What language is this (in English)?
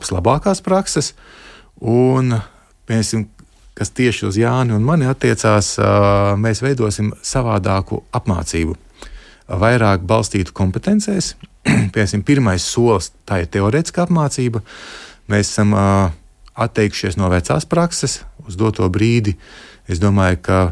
Latvian